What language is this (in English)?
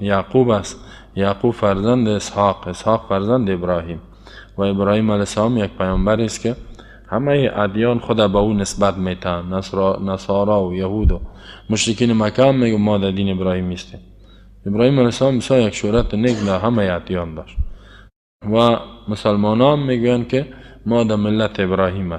Persian